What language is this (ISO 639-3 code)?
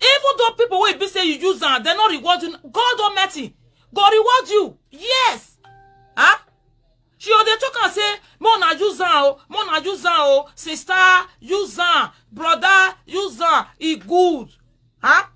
pcm